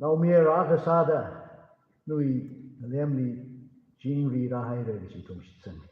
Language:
Tangkhul Naga (India)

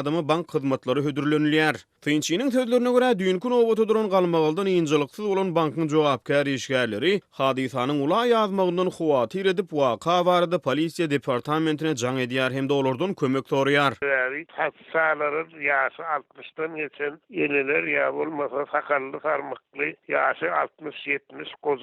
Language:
Turkmen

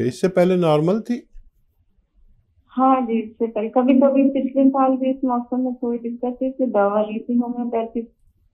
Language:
Hindi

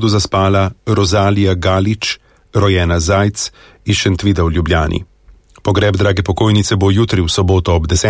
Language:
Slovenian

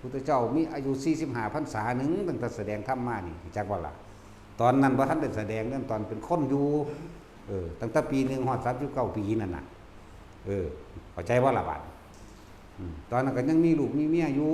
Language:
Northeastern Thai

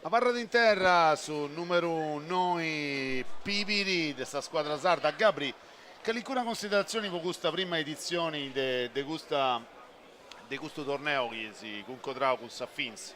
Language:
Sardinian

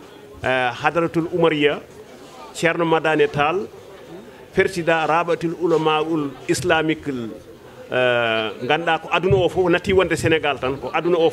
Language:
Fula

